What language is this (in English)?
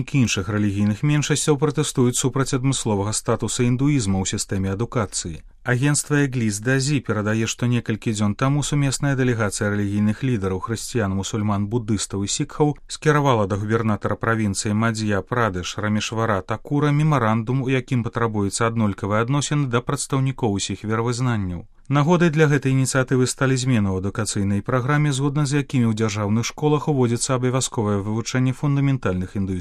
Belarusian